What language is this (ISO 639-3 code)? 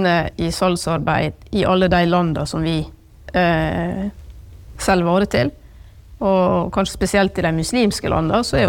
nor